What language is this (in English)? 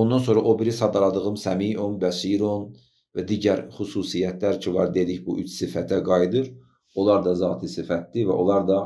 Azerbaijani